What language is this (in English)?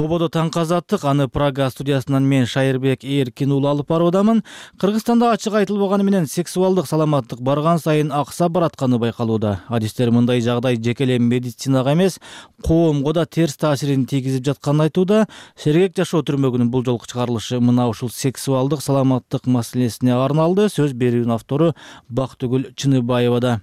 Kyrgyz